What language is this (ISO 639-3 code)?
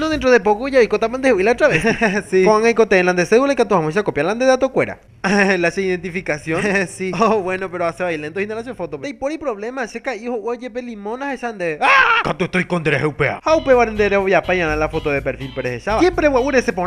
grn